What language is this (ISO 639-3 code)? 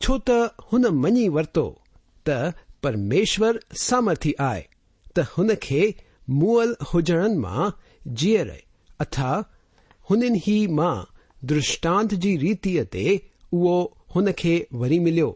snd